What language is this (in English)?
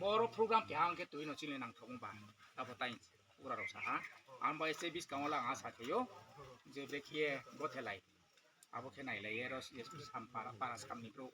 Riang (India)